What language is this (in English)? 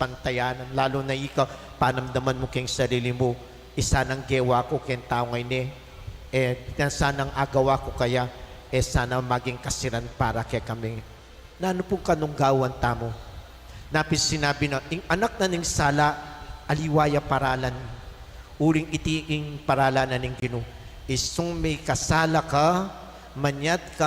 Pampanga